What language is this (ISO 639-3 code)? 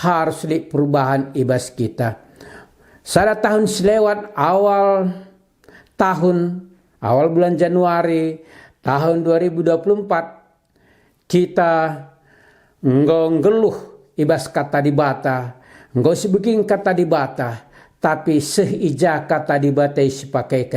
btx